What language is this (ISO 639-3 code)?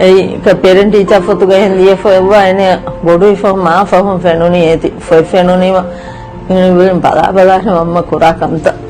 div